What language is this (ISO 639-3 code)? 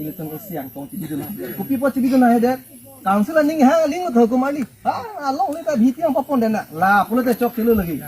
mjw